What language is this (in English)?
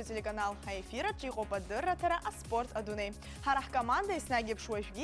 Abkhazian